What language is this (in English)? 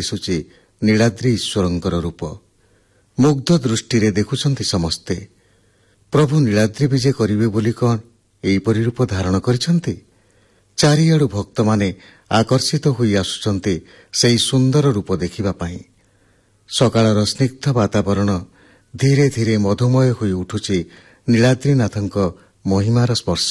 Odia